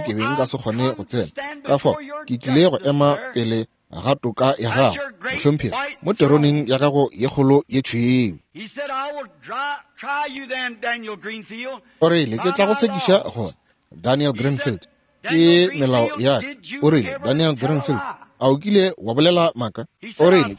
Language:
Northern Sotho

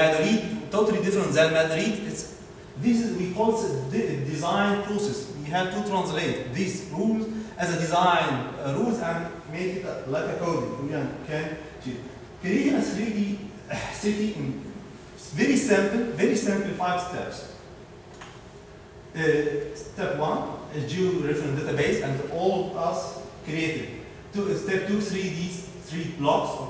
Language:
English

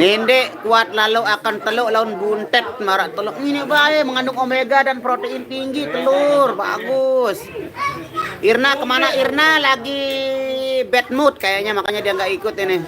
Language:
Sasak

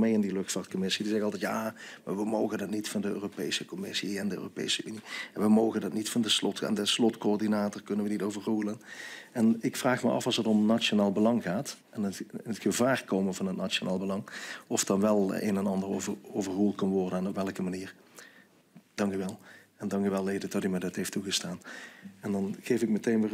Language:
Dutch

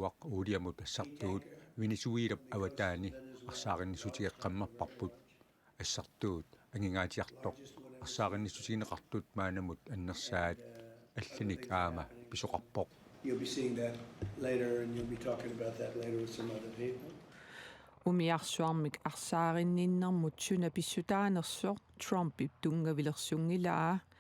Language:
Kalaallisut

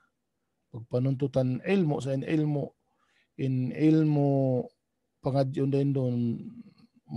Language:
Tausug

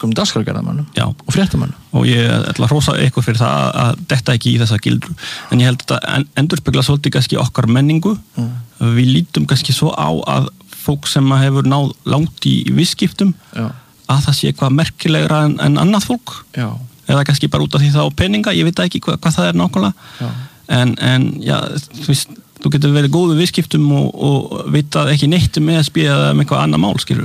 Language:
Icelandic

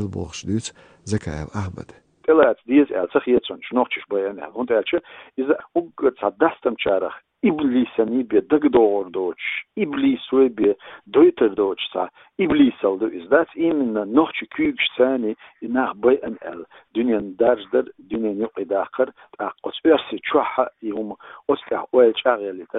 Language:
Chechen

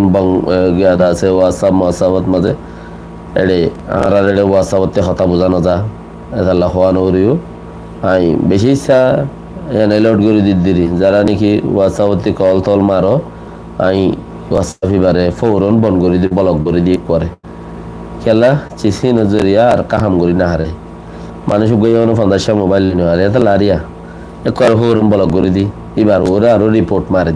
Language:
Rohingya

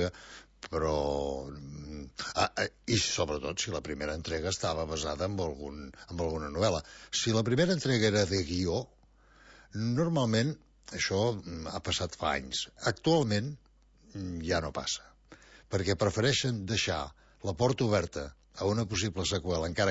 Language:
Catalan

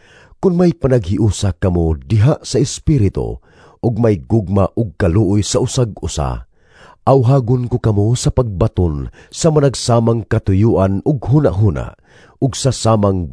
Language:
Cebuano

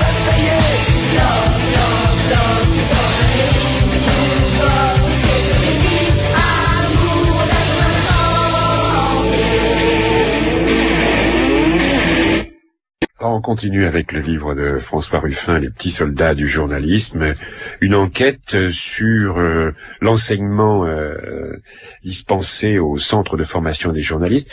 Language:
French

